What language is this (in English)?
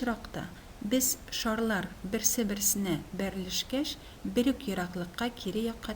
Tatar